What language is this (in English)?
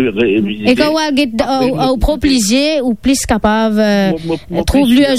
Morisyen